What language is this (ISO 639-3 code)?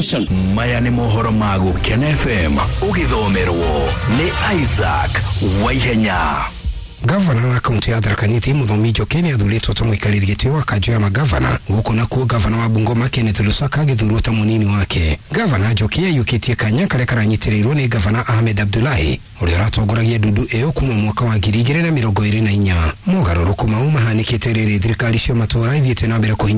kik